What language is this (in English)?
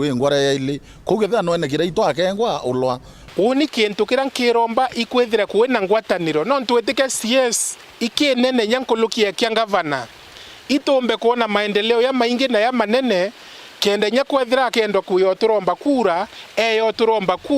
Meru